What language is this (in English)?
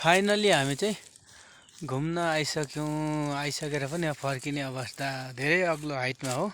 Nepali